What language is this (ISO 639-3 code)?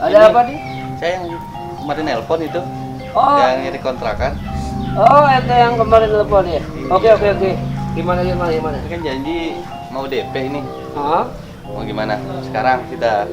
bew